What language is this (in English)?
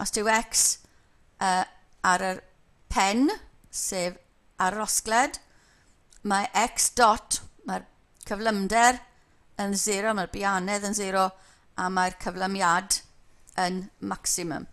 Welsh